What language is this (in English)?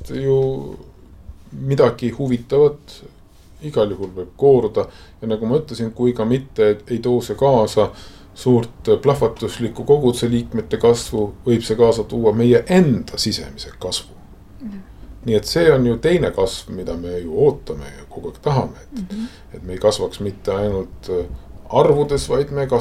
Estonian